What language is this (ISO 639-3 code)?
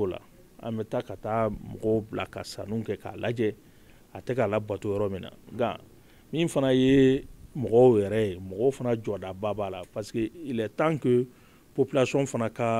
bam